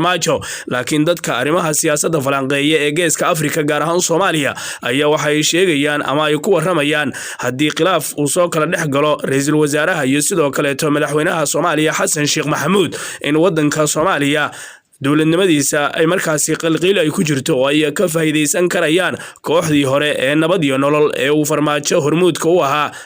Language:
Somali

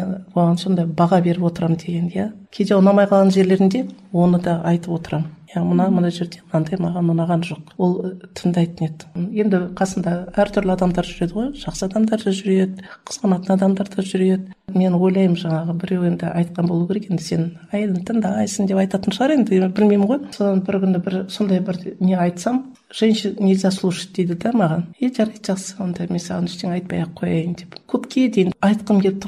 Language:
Kazakh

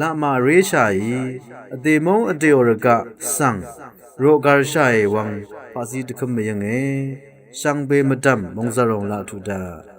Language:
Rawang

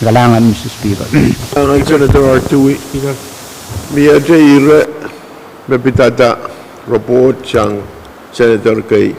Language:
Pohnpeian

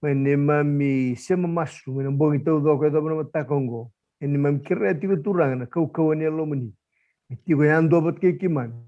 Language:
Fijian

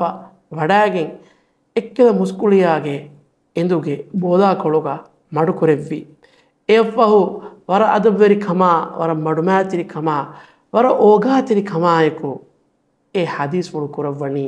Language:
Divehi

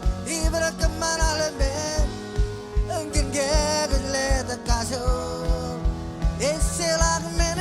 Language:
Marshallese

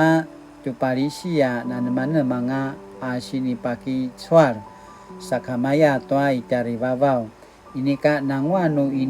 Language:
Paiwan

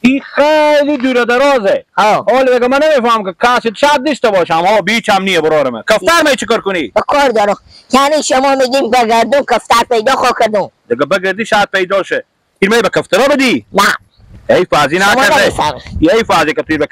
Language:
Persian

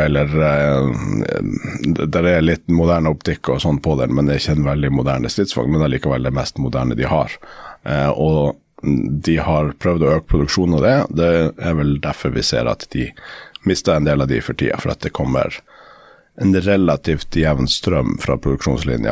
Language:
Norwegian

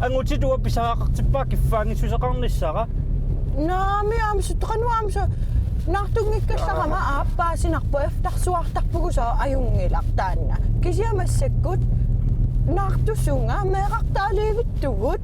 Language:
Kalaallisut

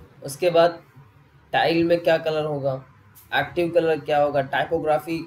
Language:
Hindi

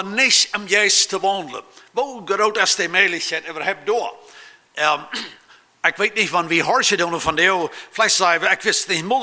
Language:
Plautdietsch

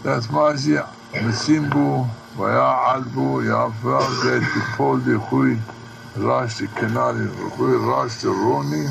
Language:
Zaza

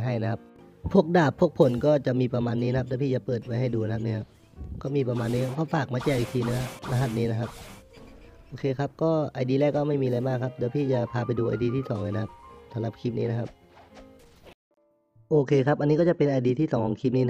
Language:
Thai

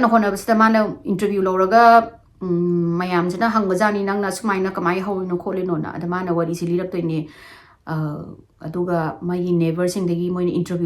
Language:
Manipuri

